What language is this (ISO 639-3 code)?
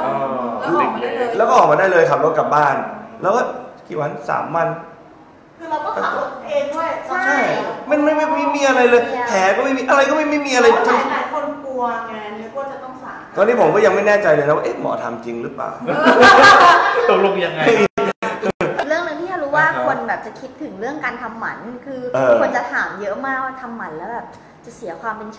tha